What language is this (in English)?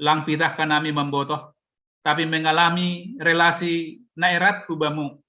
Batak Simalungun